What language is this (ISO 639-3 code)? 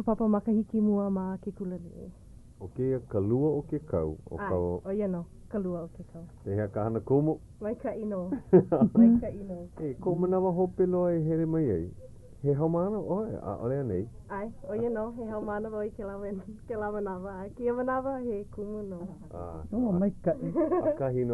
haw